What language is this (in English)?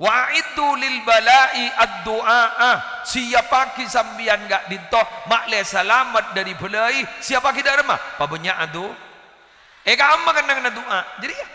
Madurese